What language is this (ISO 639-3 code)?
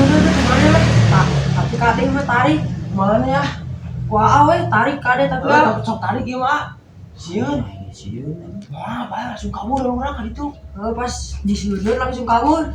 sun